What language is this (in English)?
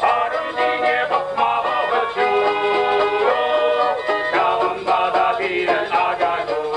Chuvash